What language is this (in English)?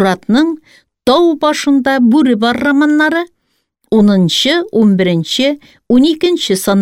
Tatar